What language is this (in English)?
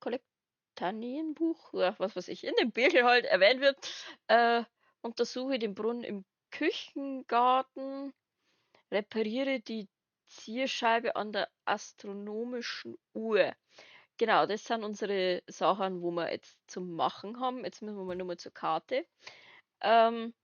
Bavarian